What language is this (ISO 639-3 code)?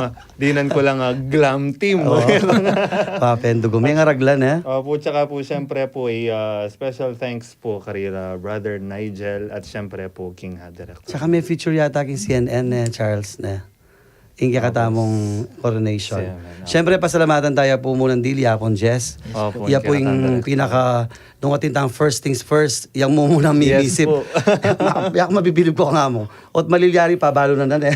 pam